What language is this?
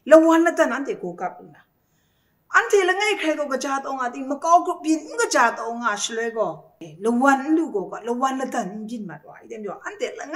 Kachin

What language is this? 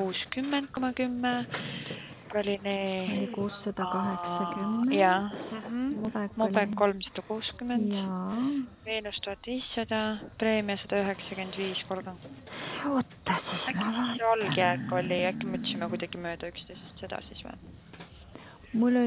Estonian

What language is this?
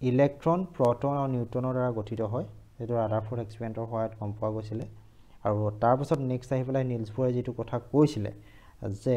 Assamese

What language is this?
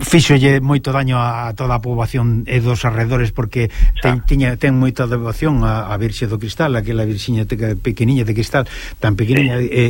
Galician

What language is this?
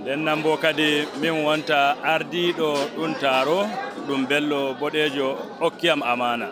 Fula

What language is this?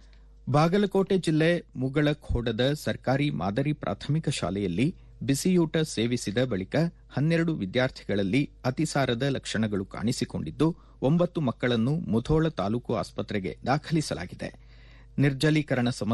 Kannada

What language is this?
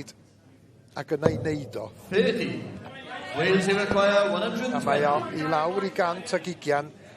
Welsh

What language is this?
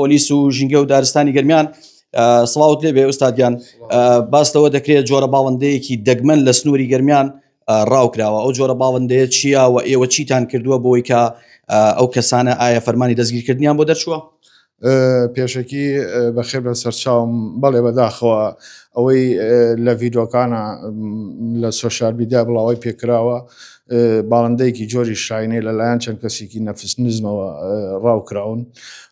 Central Kurdish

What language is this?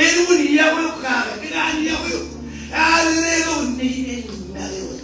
Marshallese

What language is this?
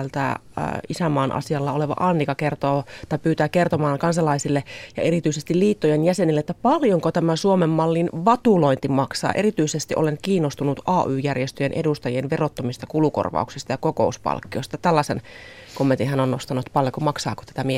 Finnish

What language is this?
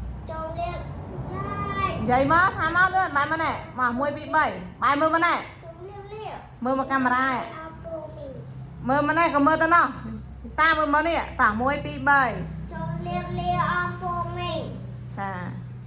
Khmer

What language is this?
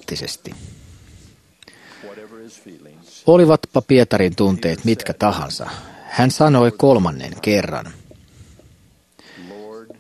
Finnish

